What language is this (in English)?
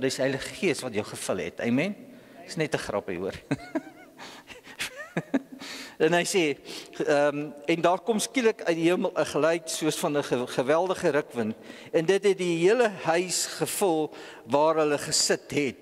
Afrikaans